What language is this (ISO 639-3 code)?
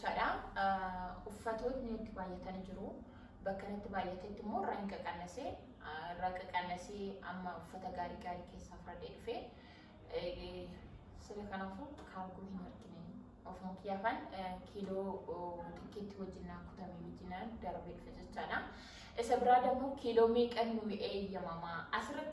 orm